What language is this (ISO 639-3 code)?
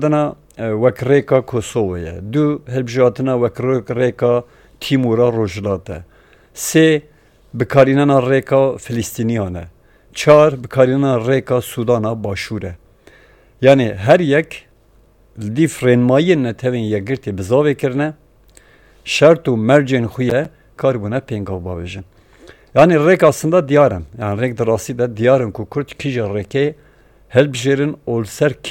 kur